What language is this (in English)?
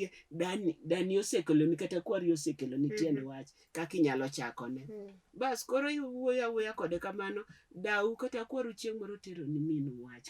Luo (Kenya and Tanzania)